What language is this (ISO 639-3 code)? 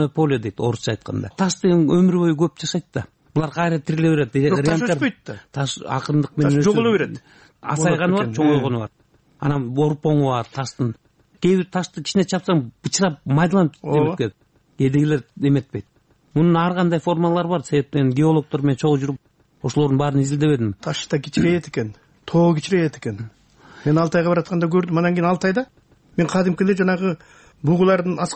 kir